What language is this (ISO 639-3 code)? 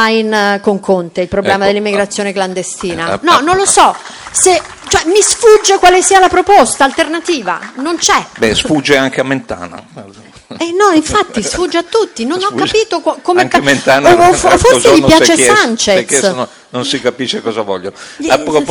ita